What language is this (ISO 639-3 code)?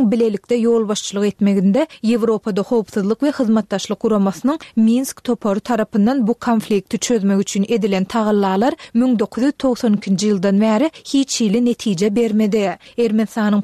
tuk